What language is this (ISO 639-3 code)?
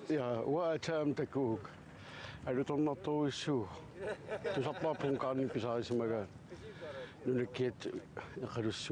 kal